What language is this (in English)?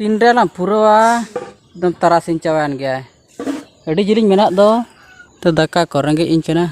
Santali